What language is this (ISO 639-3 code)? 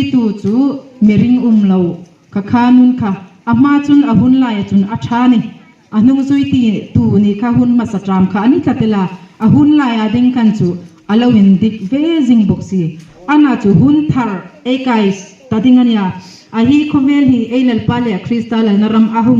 hmr